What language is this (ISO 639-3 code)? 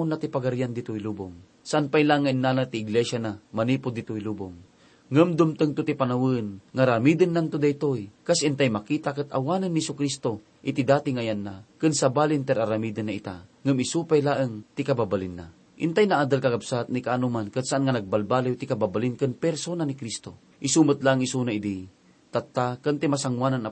ilo